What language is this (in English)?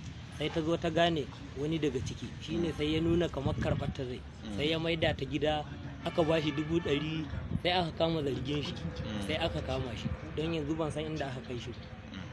Hausa